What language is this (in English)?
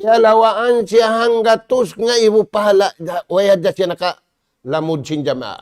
Tausug